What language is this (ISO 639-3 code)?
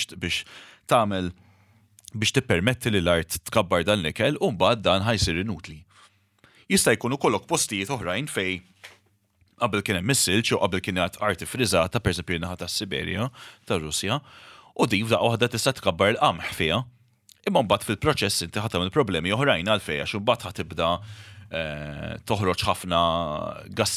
mlt